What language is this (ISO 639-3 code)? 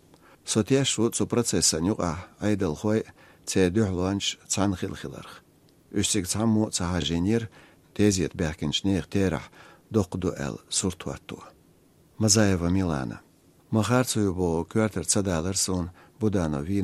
che